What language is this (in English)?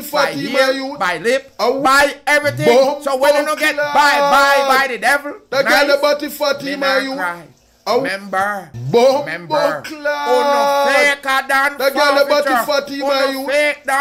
Jamaican Creole English